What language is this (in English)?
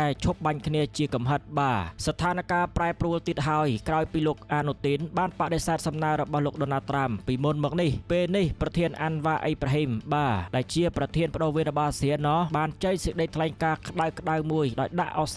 Khmer